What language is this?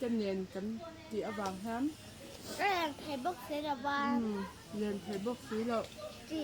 Mizo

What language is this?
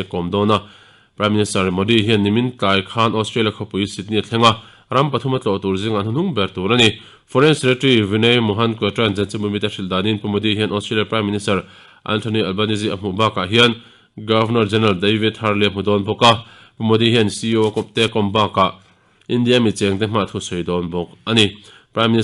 Mizo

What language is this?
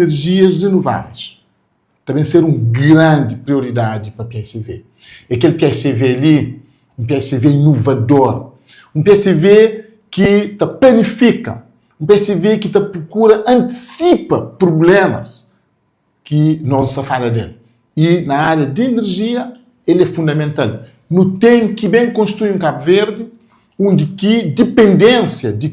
Kabuverdianu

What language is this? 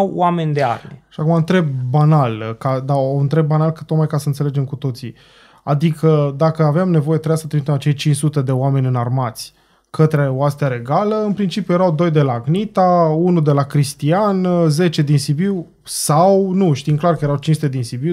Romanian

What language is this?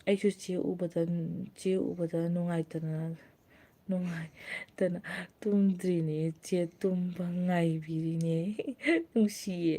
Manipuri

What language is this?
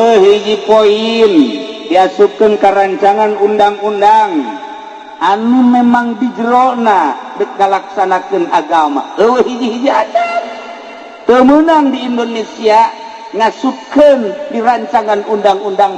Sundanese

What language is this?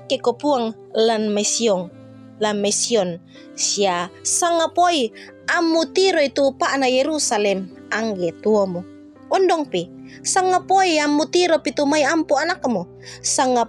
Toraja-Sa'dan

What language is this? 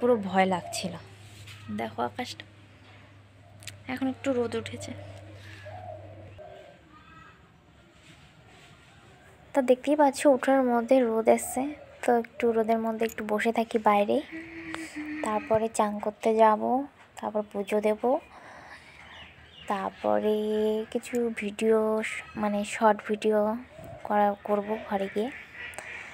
Bangla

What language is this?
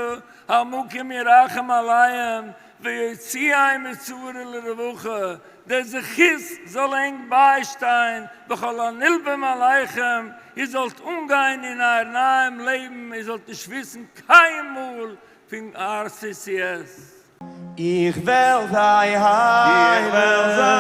Yiddish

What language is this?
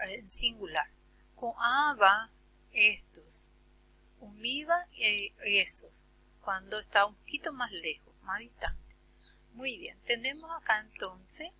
Guarani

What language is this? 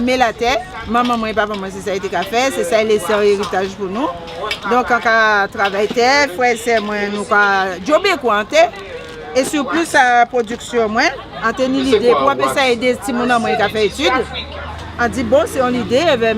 Guadeloupean Creole French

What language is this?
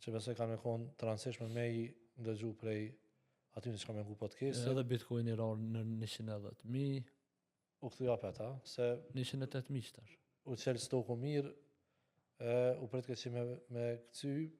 Albanian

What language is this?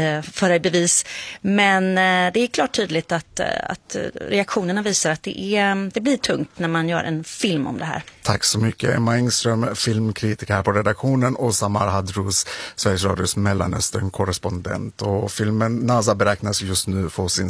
Swedish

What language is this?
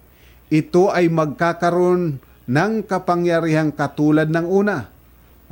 Filipino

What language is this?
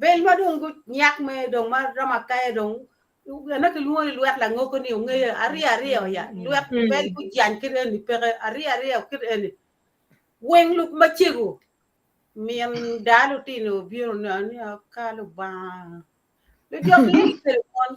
Acoli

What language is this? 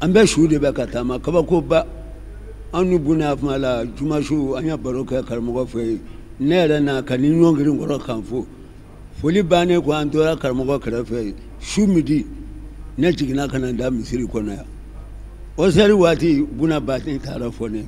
Bambara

